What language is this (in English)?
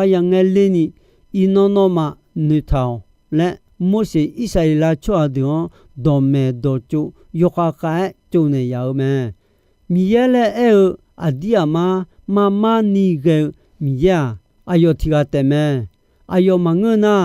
Akha